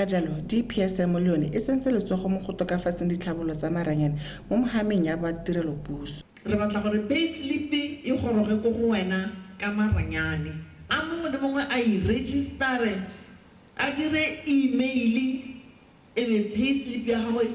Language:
Tswana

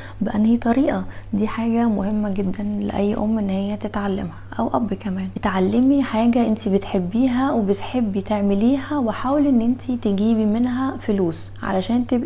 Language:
Egyptian Arabic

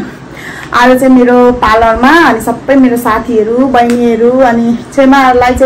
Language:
Nepali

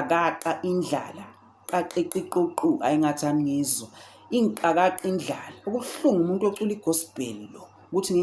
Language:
Zulu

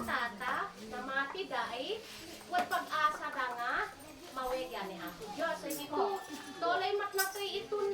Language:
Isnag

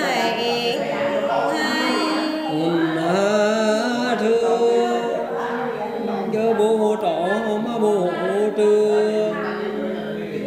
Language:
Vietnamese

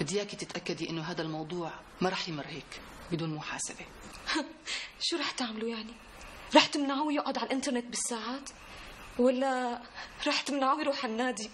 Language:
North Levantine Arabic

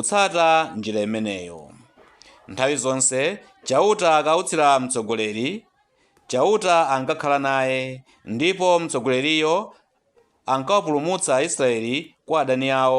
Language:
Nyanja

